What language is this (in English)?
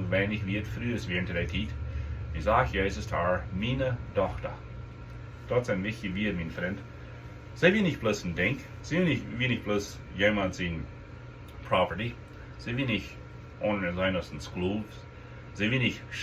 Plautdietsch